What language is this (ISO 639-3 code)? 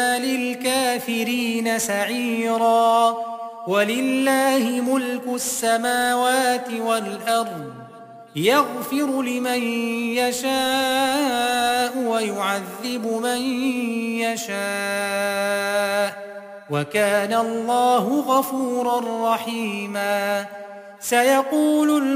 ara